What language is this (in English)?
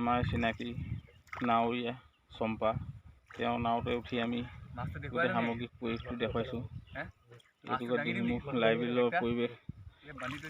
Assamese